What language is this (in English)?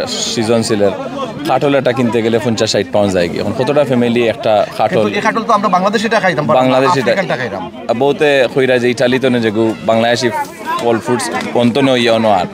Sylheti